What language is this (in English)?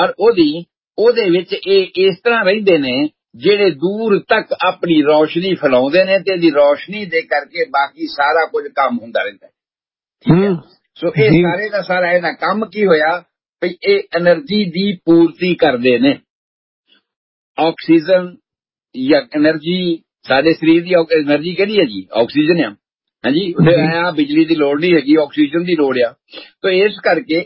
Punjabi